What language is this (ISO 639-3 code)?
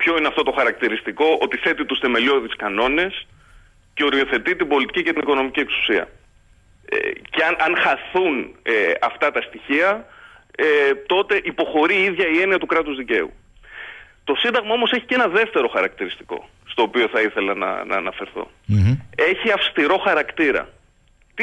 ell